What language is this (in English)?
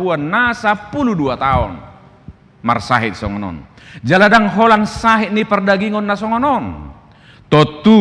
Batak Toba